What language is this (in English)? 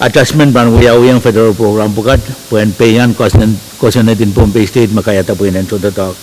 Pohnpeian